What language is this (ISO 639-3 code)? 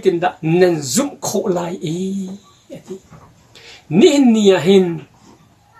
cnh